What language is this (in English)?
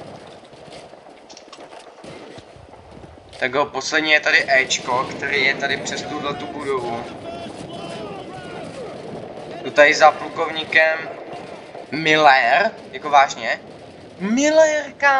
Czech